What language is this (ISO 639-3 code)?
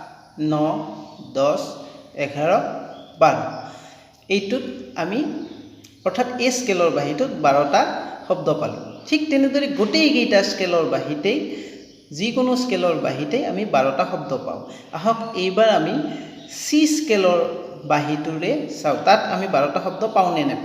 asm